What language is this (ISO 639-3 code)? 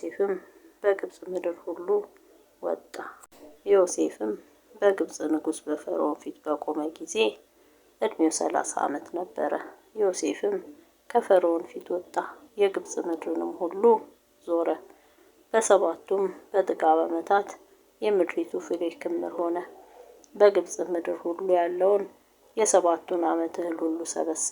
amh